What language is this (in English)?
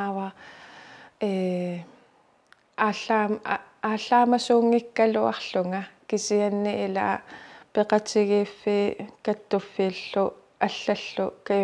Kalaallisut